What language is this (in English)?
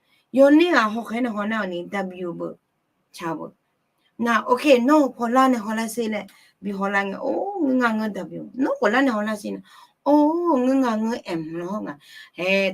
Akha